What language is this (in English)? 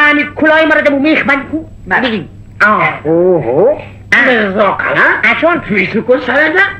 Persian